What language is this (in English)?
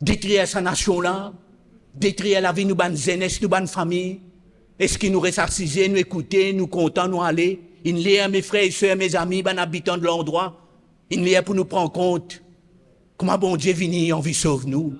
Morisyen